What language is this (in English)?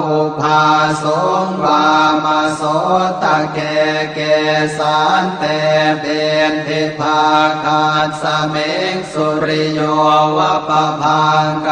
Pali